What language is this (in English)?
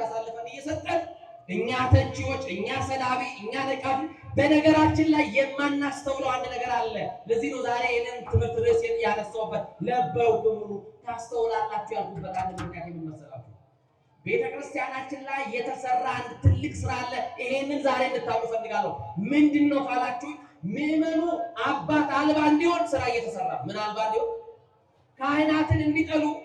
Amharic